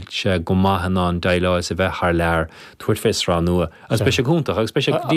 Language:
Irish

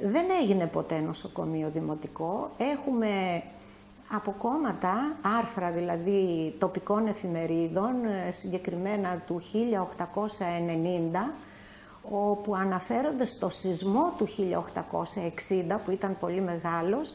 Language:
Greek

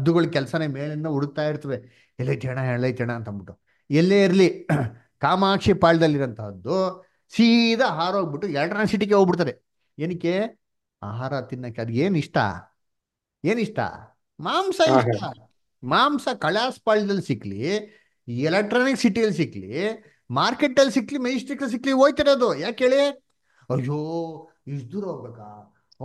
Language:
Kannada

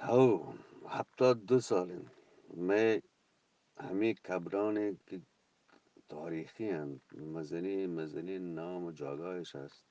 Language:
Eastern Balochi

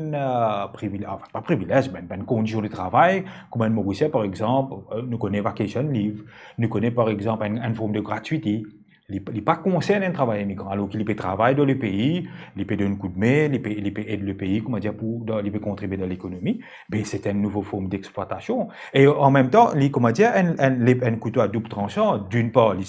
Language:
Morisyen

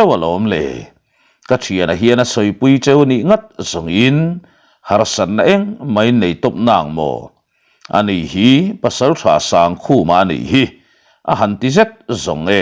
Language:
Mizo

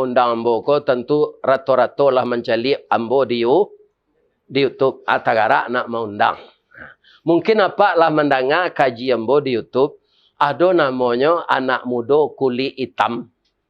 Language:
Minangkabau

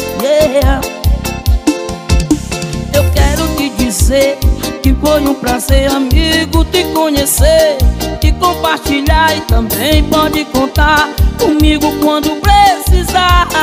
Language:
Portuguese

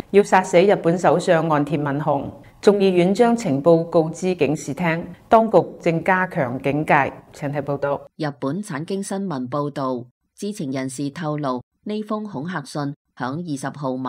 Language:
Cantonese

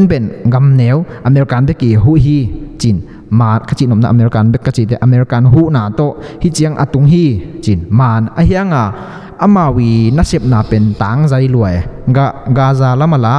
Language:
Tedim Chin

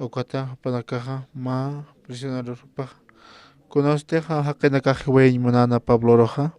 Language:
Aymara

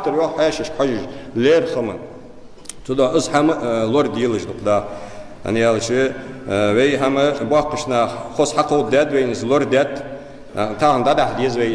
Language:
Ingush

